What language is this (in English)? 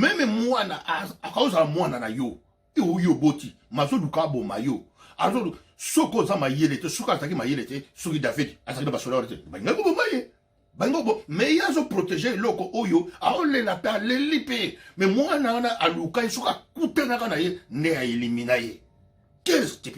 Lingala